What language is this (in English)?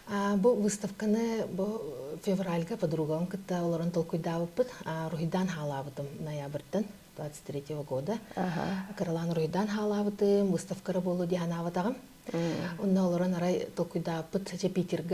Yakut